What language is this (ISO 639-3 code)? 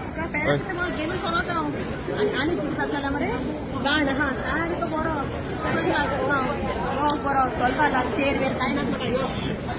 kok